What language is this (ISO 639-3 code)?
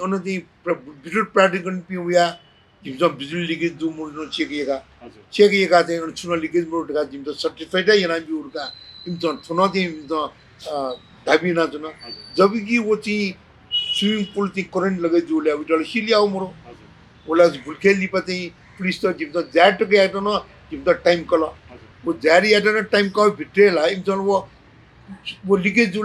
new